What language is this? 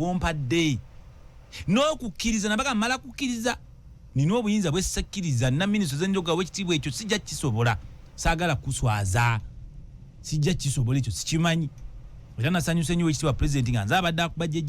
Ganda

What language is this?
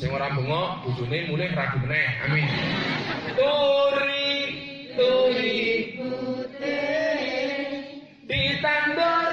Javanese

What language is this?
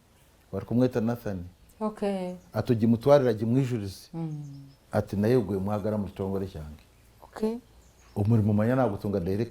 Nyankole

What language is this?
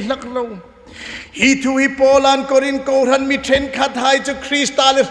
Hmar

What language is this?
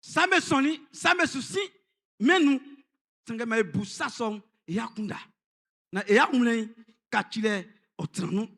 Baoulé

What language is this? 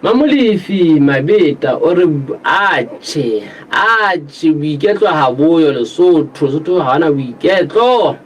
Southern Sotho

